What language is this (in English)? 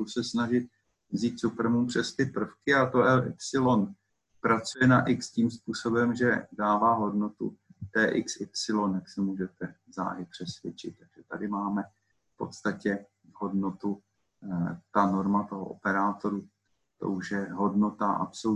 Czech